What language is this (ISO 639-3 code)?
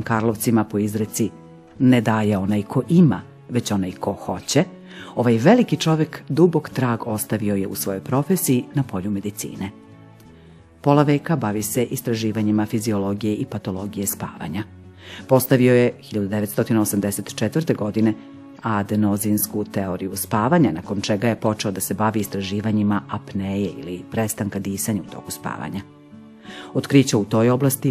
srp